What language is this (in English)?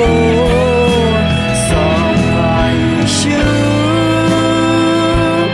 Akha